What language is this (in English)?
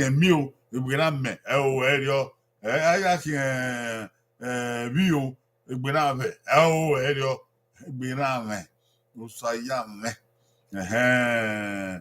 Bini